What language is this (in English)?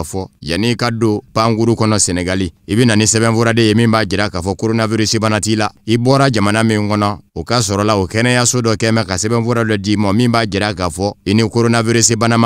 Bambara